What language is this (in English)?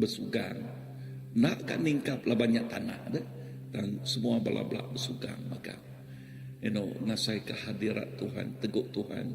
Iban